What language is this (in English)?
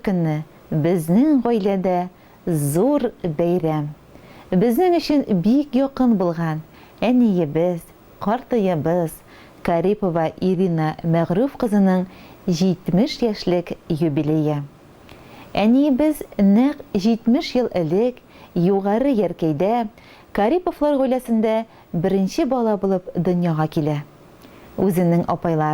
Tatar